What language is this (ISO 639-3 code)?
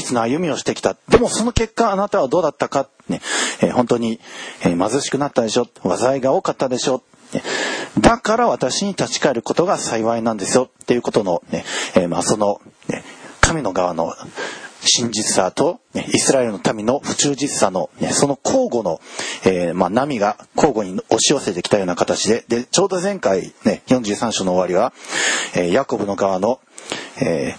jpn